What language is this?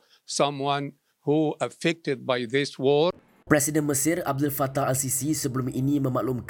Malay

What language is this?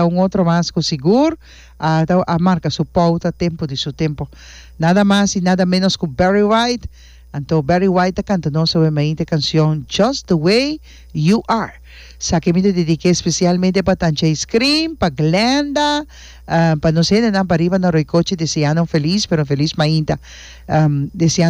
Papiamento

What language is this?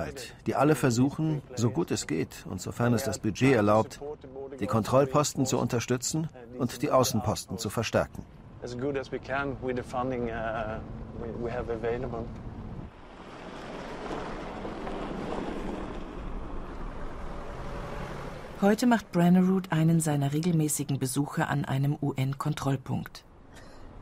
German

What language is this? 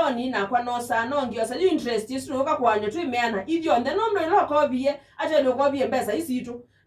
Kamba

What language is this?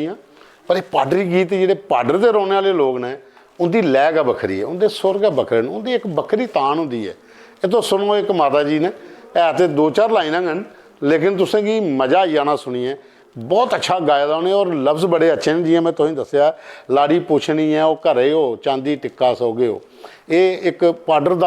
Dogri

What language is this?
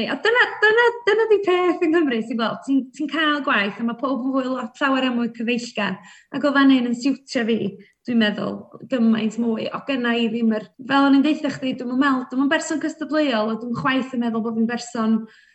Welsh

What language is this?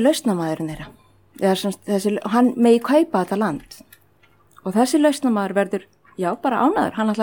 Icelandic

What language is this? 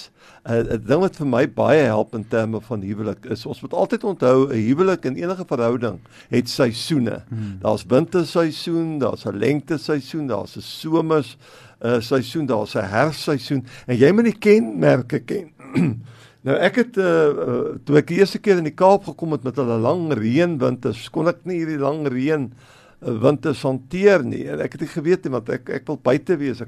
Afrikaans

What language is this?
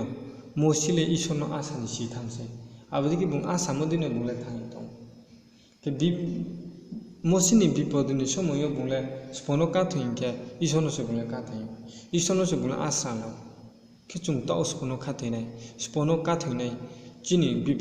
Riang (India)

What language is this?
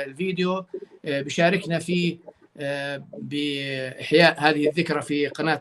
North Levantine Arabic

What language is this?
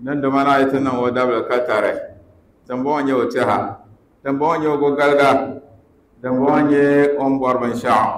Dagbani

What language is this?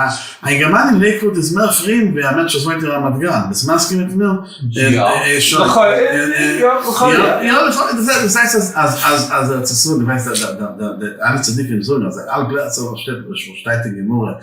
Yiddish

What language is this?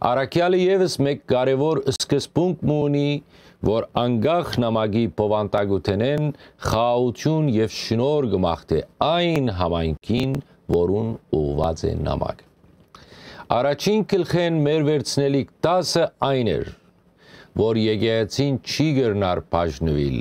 Western Armenian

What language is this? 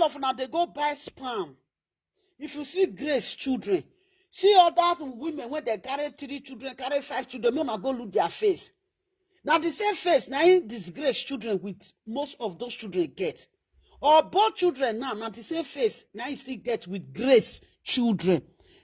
Nigerian Pidgin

